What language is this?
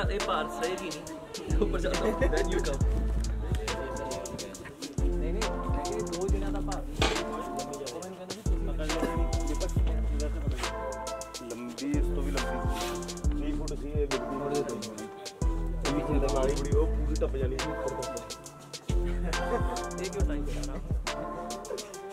Punjabi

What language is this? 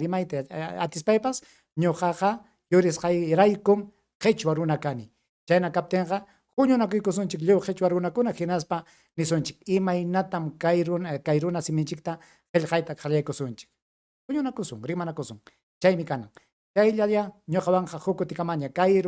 Ayacucho Quechua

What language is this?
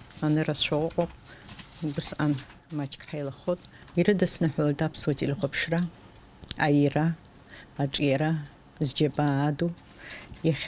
Abkhazian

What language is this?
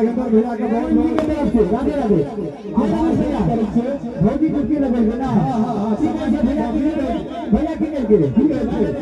Maithili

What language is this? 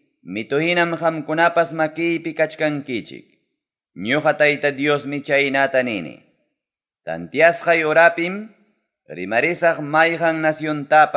Ayacucho Quechua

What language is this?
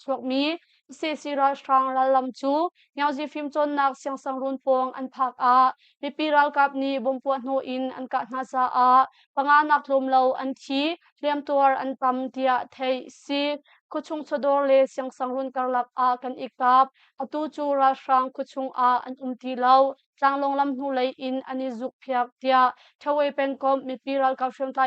Hakha Chin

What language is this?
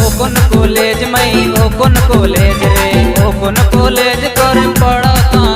Santali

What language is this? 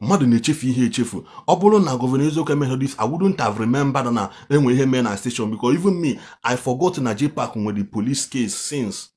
Igbo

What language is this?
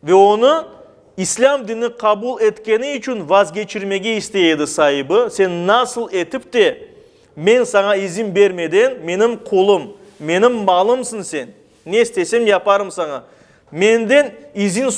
Crimean Tatar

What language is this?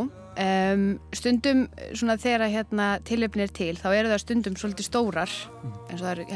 Icelandic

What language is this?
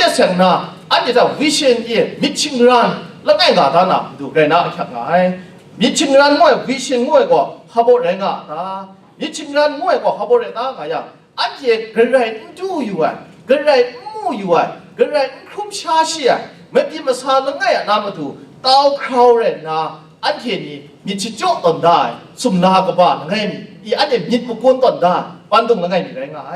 Kachin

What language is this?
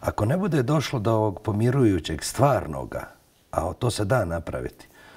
Bosnian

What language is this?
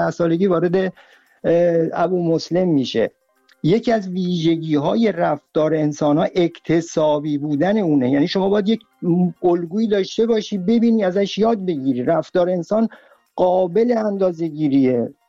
Persian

